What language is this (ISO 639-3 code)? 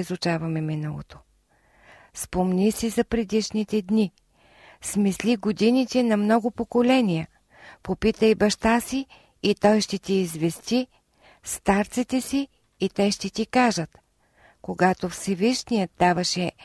bul